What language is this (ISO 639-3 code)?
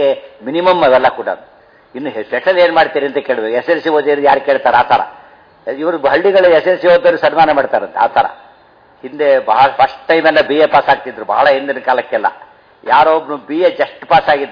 kan